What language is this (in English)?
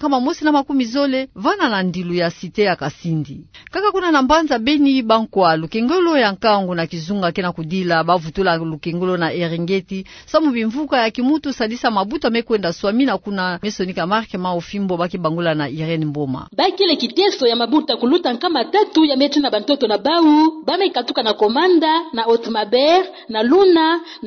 Kituba (Democratic Republic of Congo)